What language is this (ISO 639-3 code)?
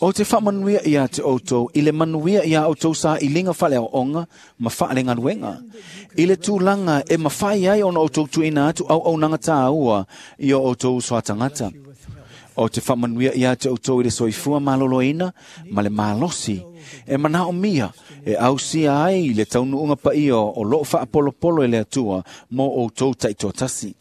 smo